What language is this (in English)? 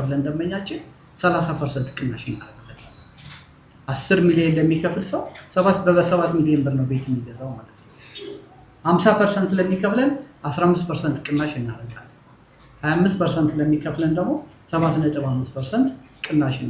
Amharic